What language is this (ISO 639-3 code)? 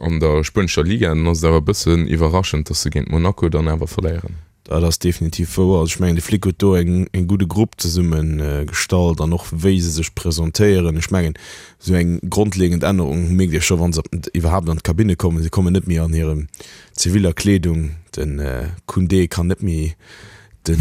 ltz